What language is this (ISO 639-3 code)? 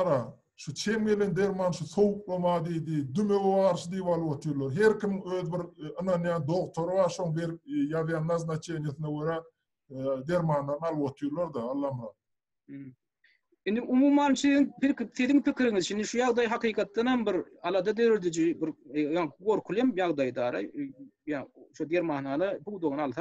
tuk